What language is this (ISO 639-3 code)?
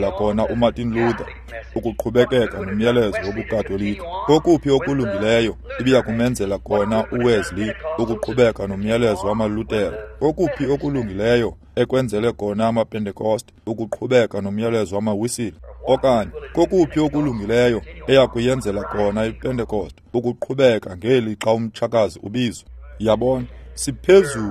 xho